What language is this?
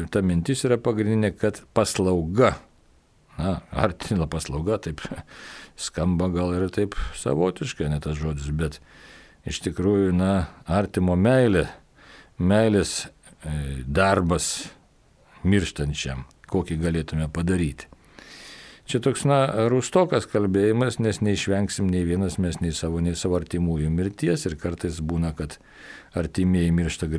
Lithuanian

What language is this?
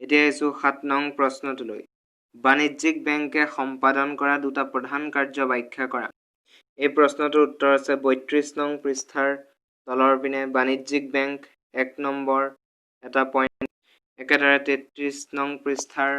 Assamese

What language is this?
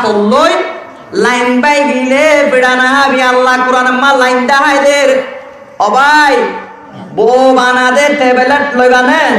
Rohingya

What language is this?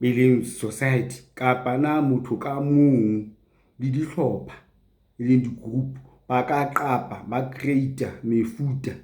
Southern Sotho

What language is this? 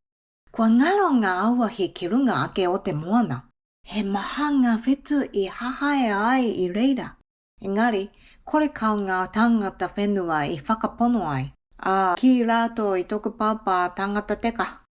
Māori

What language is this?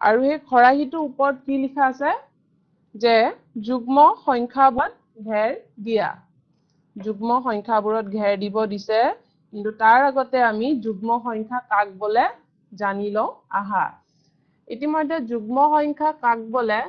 Assamese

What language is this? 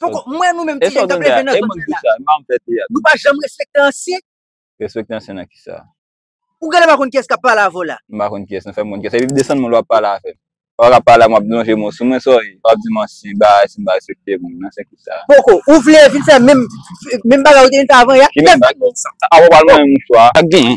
Haitian Creole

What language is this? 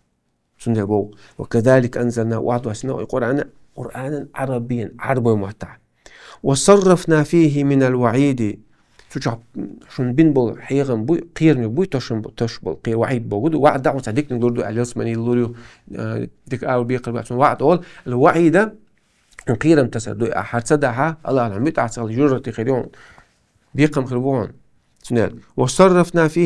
Chechen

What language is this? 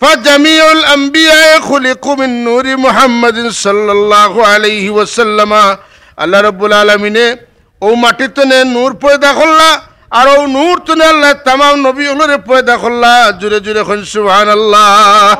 Sylheti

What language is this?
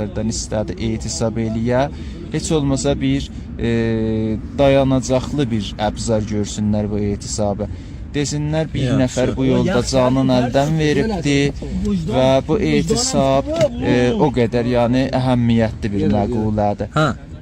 South Azerbaijani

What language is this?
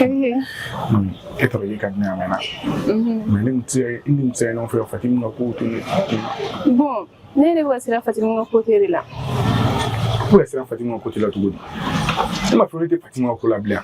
Bambara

